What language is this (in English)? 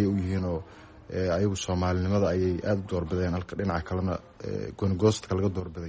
Somali